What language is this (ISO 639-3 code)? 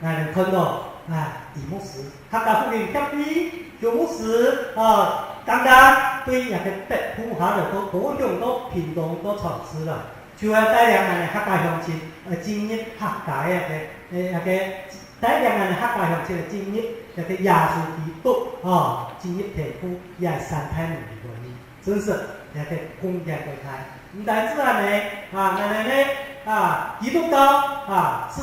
hak